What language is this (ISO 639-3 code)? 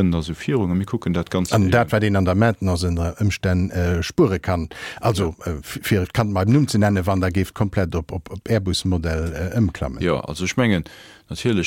ltz